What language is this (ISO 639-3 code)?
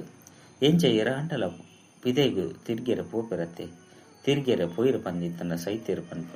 tcy